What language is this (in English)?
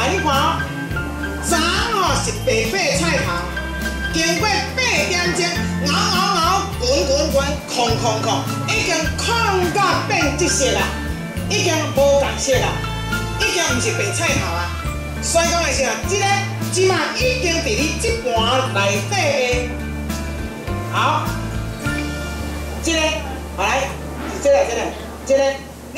Min Nan Chinese